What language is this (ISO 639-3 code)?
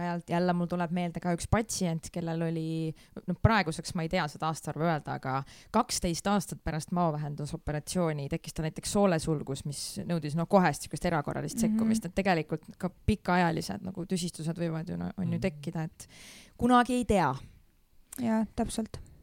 est